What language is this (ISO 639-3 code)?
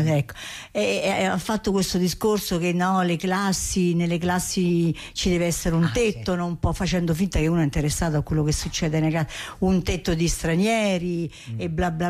ita